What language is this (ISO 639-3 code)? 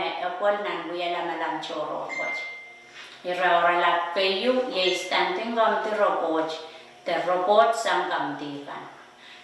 pon